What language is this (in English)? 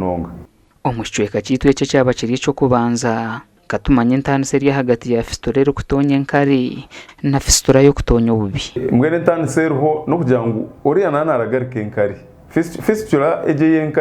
Nyankole